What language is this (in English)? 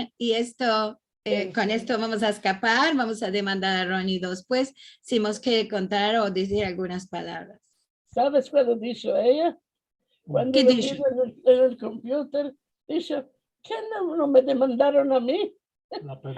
Ladino